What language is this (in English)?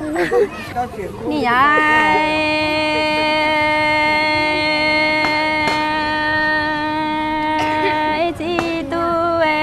Vietnamese